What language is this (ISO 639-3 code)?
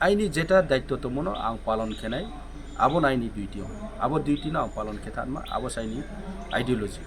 trp